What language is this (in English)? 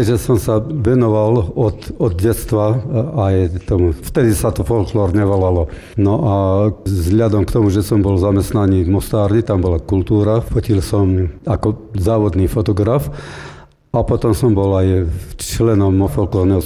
Slovak